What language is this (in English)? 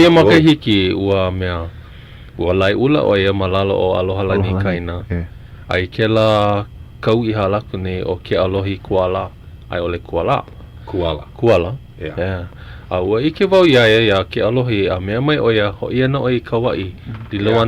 Hawaiian